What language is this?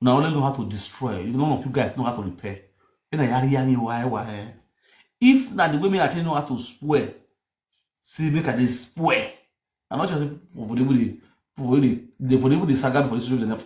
Nigerian Pidgin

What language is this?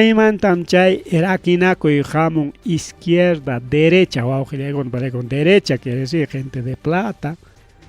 Ayacucho Quechua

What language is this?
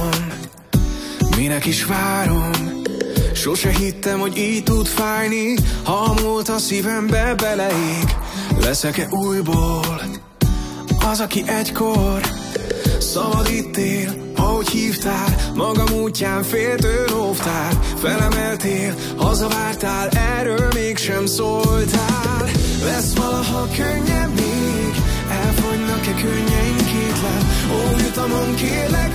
Hungarian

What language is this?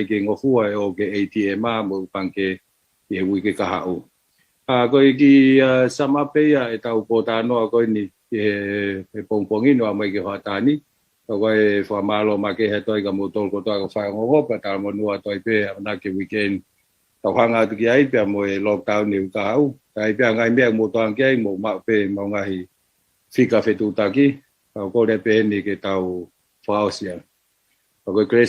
Tongan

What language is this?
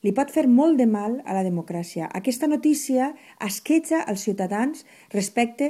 Catalan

